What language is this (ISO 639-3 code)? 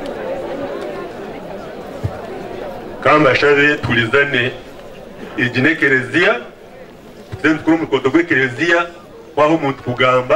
kin